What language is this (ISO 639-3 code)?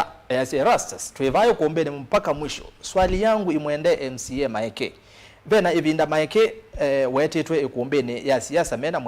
kam